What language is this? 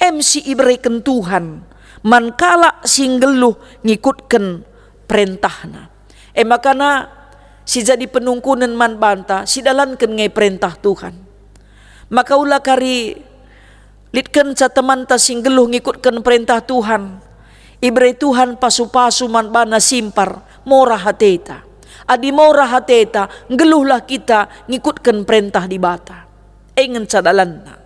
Batak Karo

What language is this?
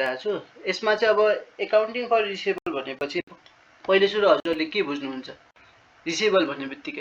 Nepali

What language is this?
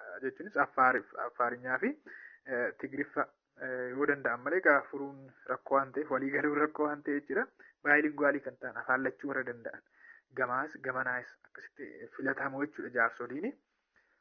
Oromo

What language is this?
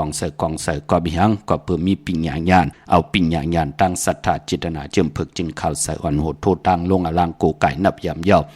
Shan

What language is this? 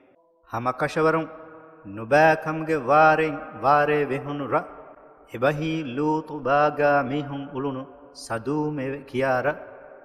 Divehi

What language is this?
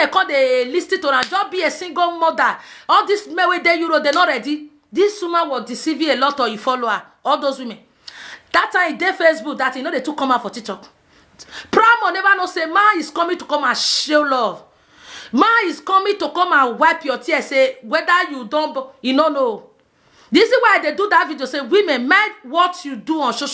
Nigerian Pidgin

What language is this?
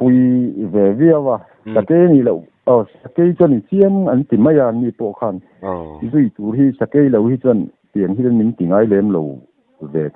Mizo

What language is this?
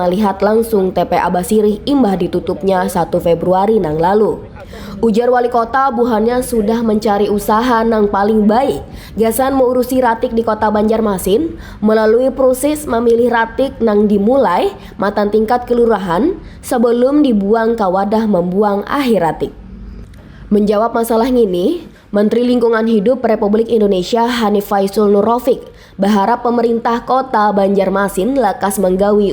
Banjar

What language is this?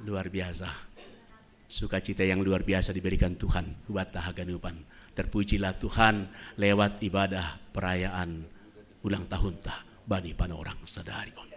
Batak Simalungun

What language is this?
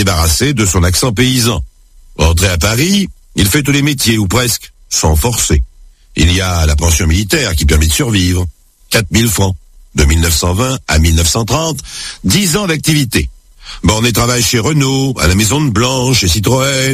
French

